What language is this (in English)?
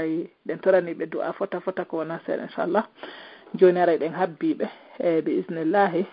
Pular